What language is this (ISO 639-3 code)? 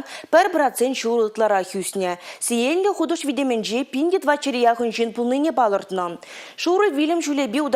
chv